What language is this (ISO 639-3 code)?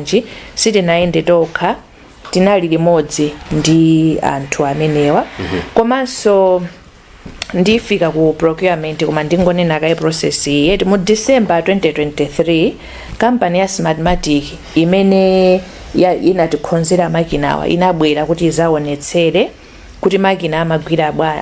nya